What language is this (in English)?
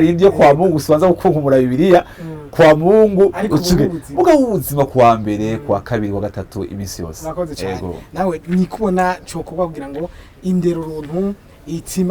Rundi